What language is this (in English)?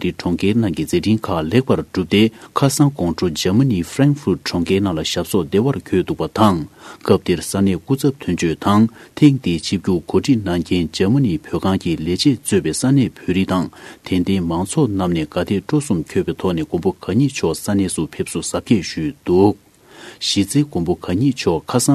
Tibetan